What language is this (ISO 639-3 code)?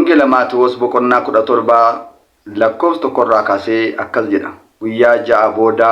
orm